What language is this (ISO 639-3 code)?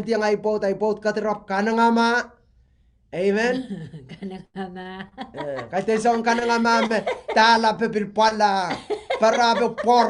pon